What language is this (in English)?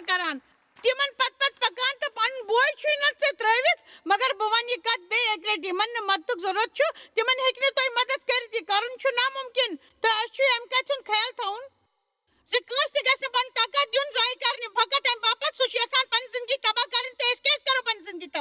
Kashmiri